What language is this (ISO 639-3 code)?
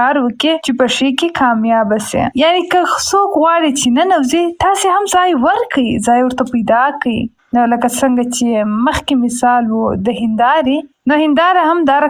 pus